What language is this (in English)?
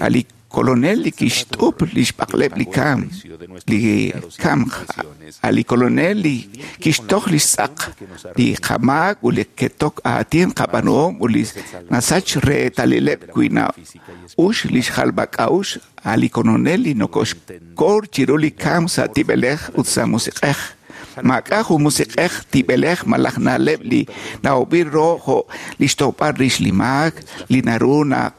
Kekchí